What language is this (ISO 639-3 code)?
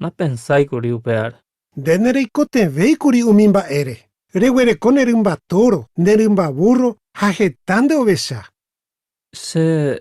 grn